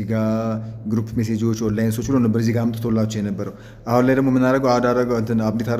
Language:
Amharic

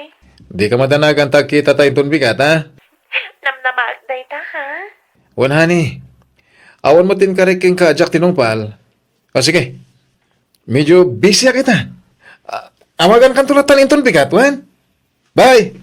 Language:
Iloko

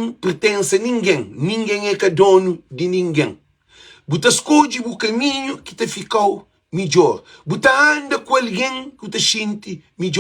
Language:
Kabuverdianu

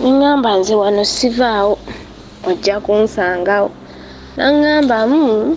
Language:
Ganda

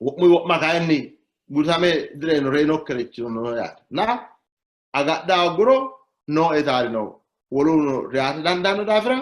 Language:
Sidamo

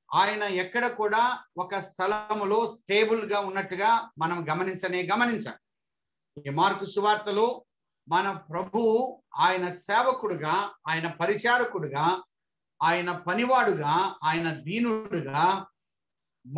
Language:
Telugu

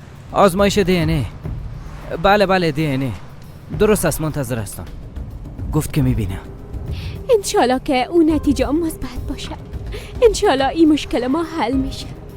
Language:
Persian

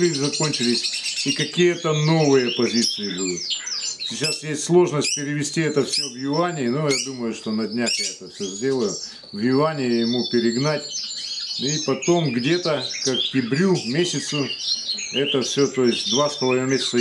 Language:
Russian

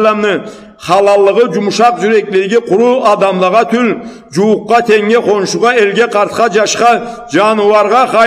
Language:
Karachay-Balkar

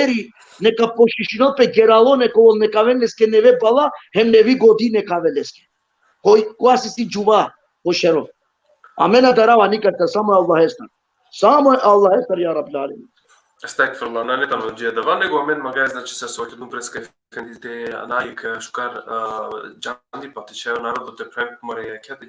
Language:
Balkan Romani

